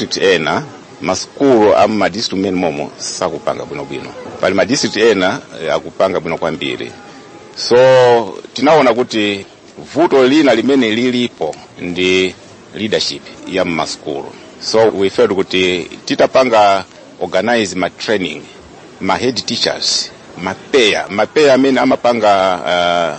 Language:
Nyanja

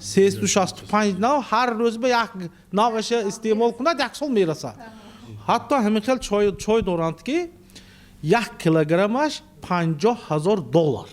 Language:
Tajik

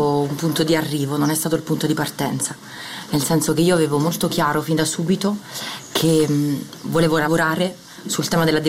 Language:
Italian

